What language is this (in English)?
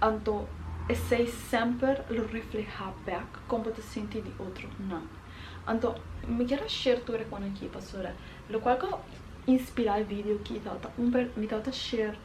Papiamento